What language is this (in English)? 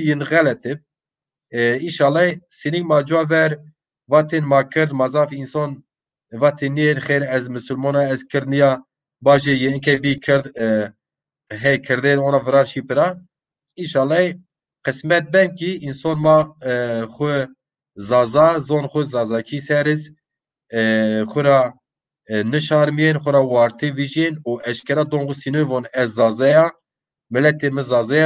Zaza